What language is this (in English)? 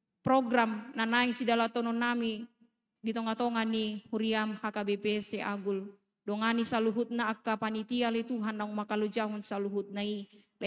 Batak Toba